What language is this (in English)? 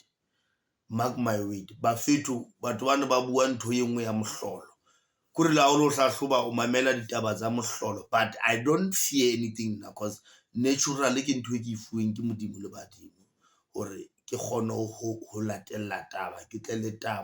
Southern Sotho